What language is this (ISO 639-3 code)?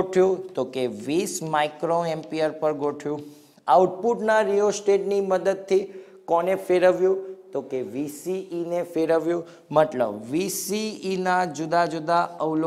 guj